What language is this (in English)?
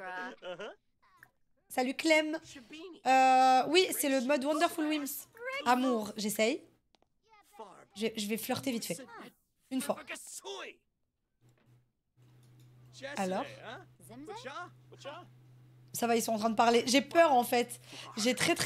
French